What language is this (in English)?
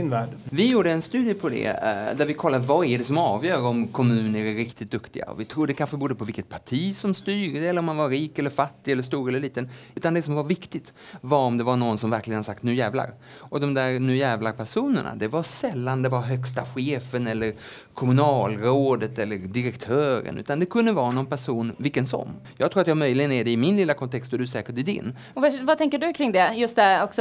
Swedish